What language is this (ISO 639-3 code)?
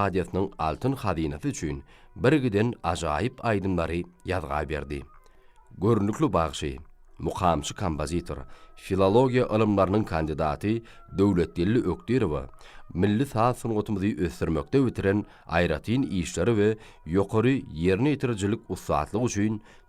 tuk